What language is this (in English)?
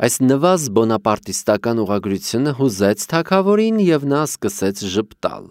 Armenian